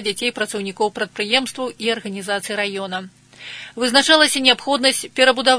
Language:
Belarusian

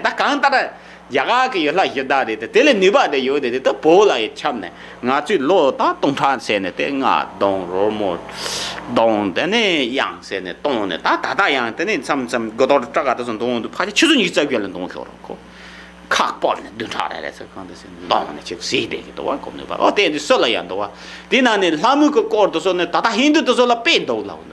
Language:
Tibetan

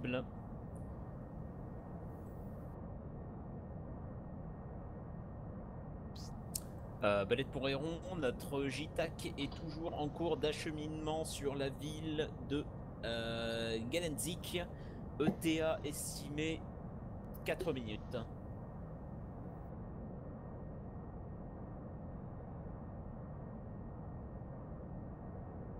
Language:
French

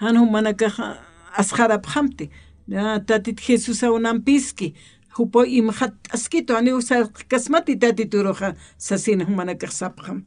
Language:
Aymara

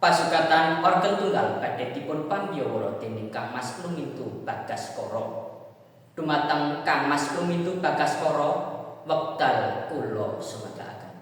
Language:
Javanese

